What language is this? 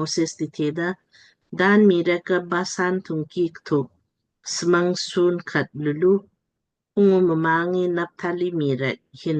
Lamkang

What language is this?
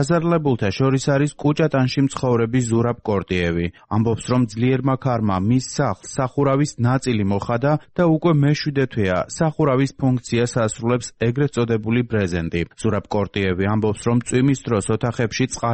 Georgian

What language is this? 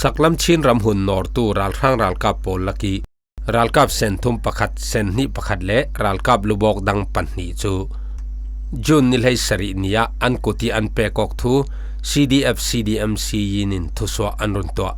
Falam Chin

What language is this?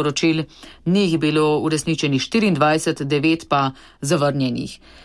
Slovenian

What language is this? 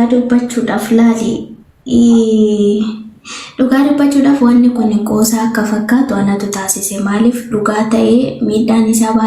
Oromo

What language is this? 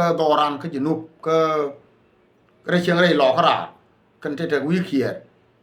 Nuer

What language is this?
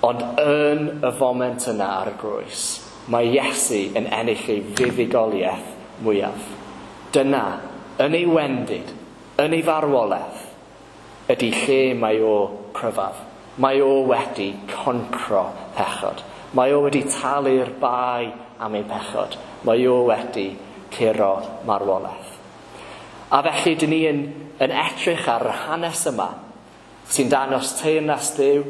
Welsh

